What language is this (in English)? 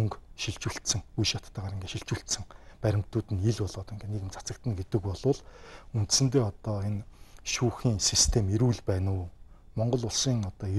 Mongolian